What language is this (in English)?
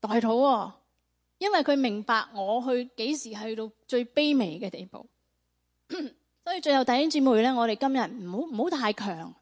Cantonese